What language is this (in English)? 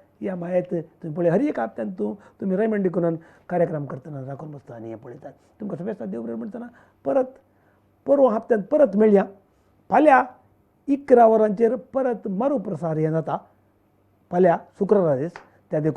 Konkani